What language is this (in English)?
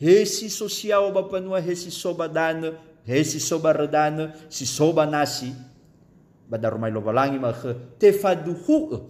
Nias